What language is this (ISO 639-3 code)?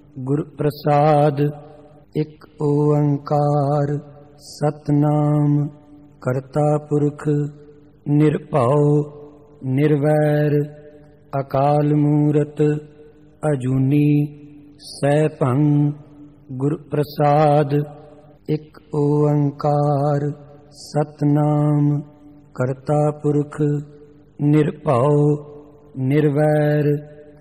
pan